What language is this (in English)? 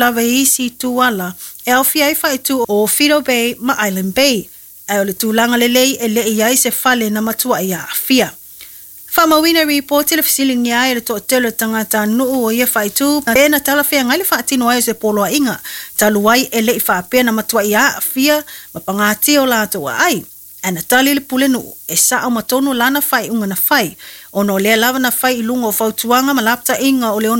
Samoan